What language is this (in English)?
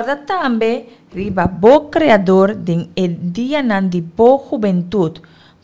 Papiamento